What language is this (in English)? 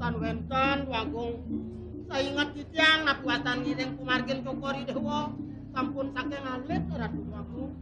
Balinese